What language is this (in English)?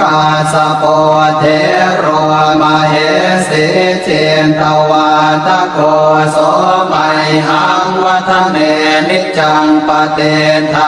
Pali